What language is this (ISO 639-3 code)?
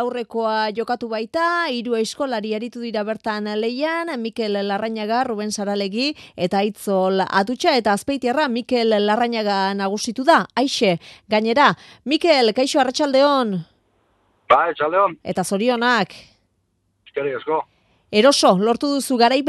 eus